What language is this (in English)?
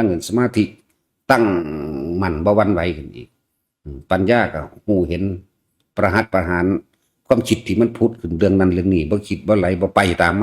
Northeastern Thai